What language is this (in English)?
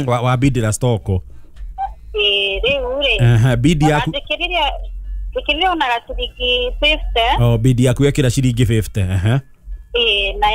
Kikuyu